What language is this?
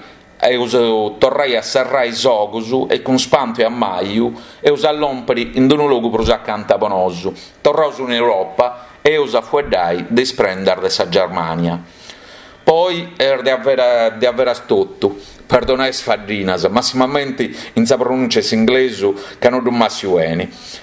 Sardinian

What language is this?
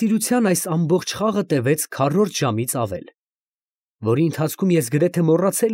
Armenian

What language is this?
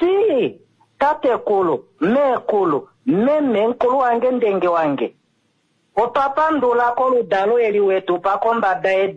Kuanyama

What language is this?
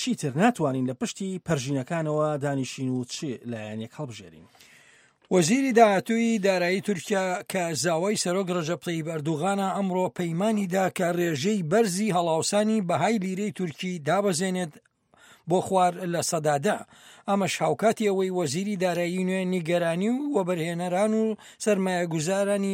Central Kurdish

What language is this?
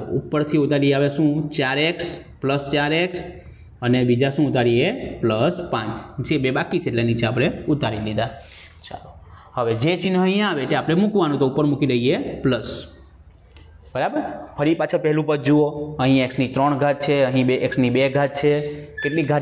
Gujarati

